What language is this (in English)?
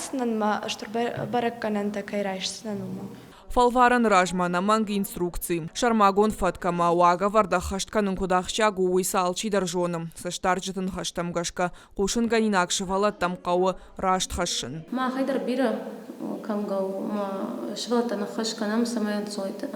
Ossetic